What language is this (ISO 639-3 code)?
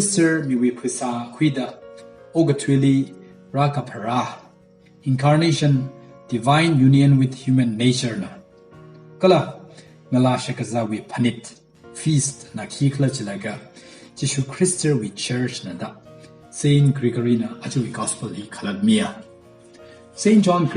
nmf